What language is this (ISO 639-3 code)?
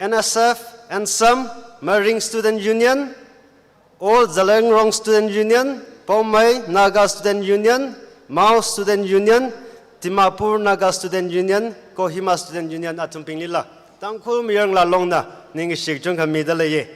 nmf